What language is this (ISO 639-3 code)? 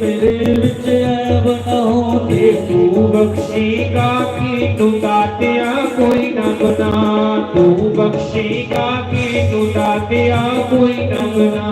doi